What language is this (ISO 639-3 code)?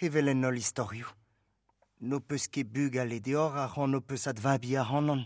bre